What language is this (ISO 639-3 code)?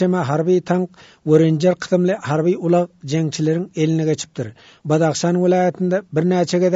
tuk